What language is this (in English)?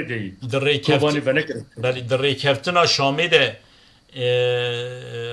Kurdish